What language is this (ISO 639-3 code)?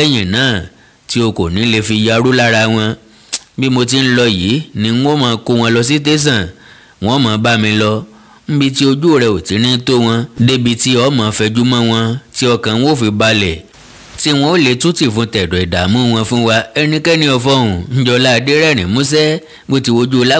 yor